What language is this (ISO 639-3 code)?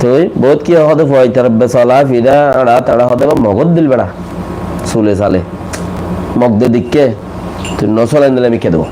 rhg